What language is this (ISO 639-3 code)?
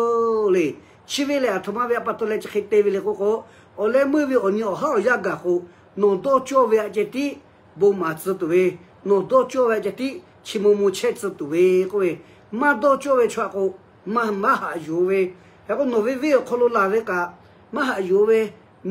lhu